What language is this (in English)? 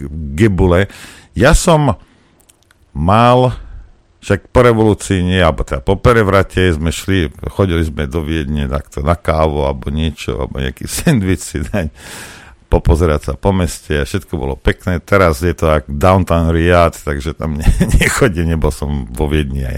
Slovak